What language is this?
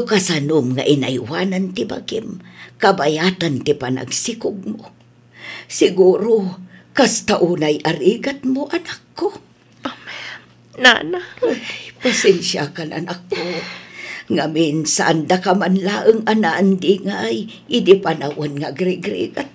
Iloko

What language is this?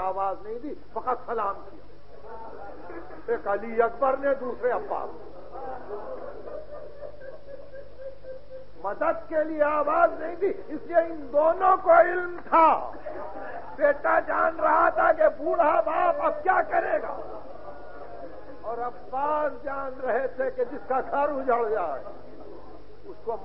Urdu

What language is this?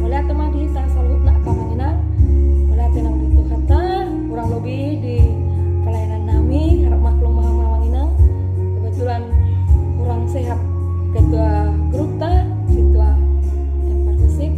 Batak Toba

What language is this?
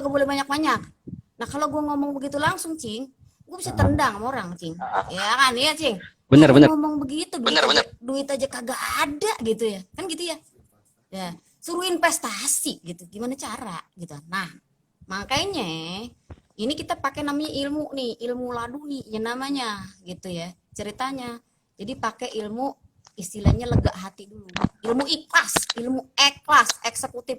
Betawi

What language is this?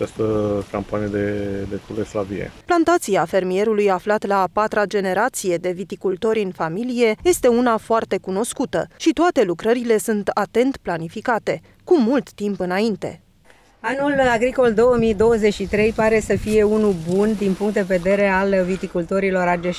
Romanian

